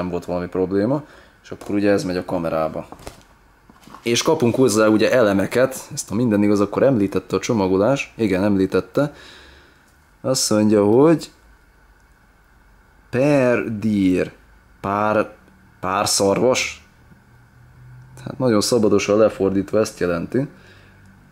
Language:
Hungarian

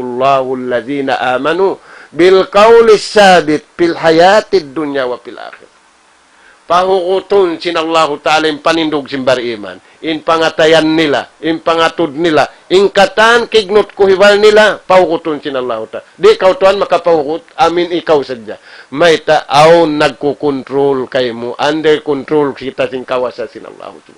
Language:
Tausug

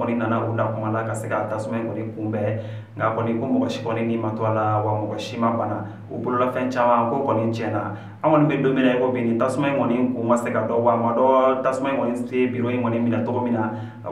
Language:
Bambara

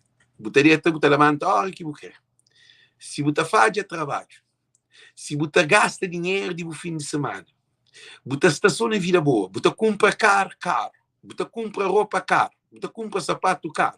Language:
Kabuverdianu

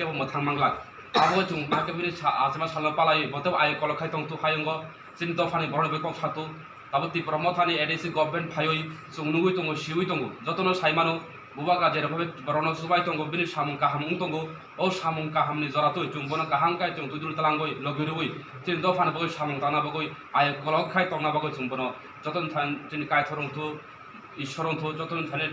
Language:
Kok Borok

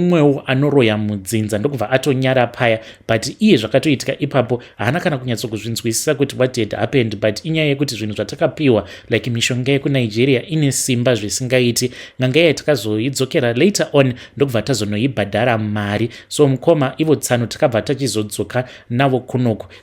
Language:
Shona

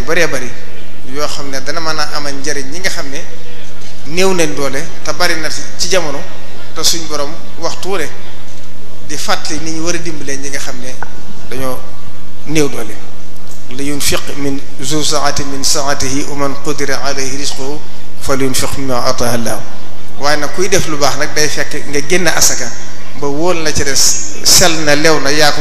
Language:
Wolof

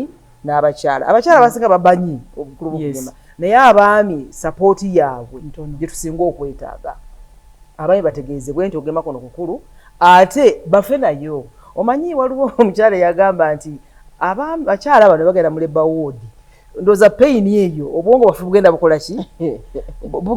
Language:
Ganda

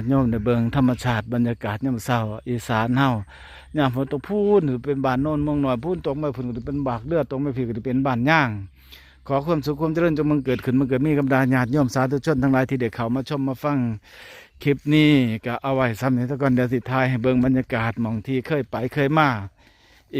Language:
Northeastern Thai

